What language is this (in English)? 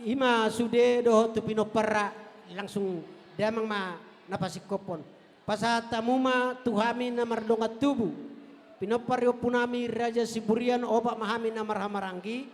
Batak Toba